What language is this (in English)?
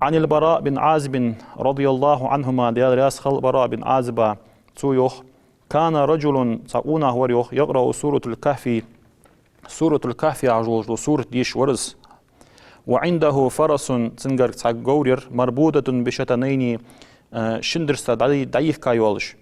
Ingush